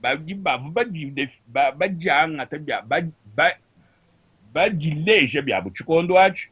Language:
Luba-Lulua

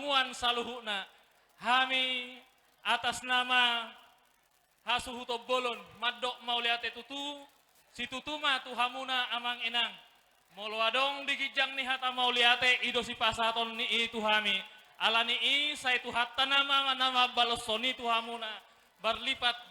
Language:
Batak Toba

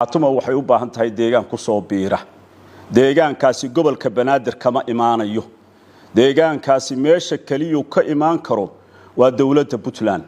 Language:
Somali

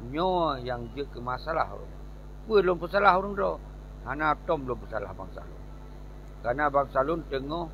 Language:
Achinese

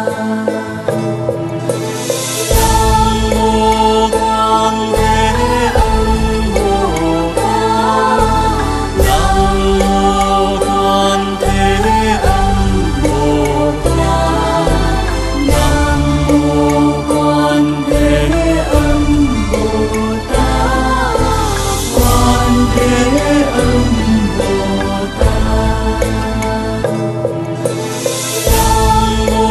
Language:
Vietnamese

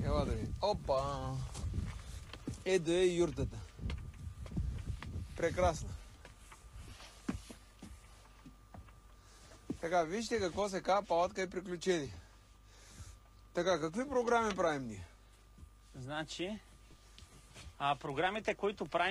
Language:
Bulgarian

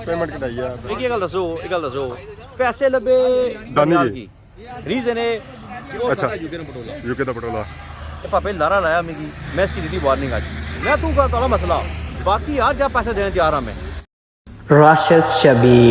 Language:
Pahari-Potwari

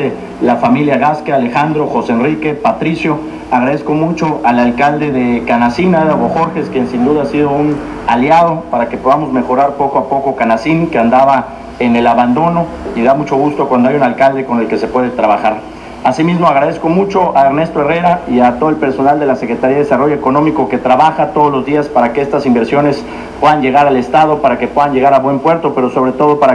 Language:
Spanish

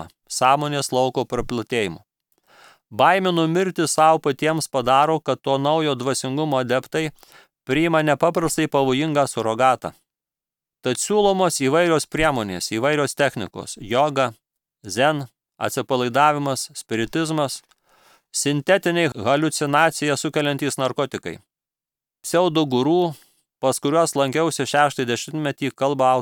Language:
Lithuanian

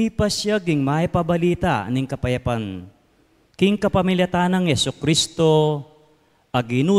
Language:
Pampanga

